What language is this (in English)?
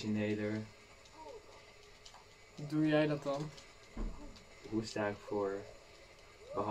Dutch